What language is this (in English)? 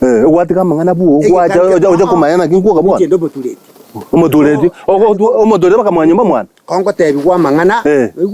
Gusii